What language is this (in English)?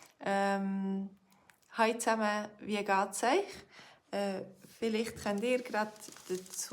Swiss German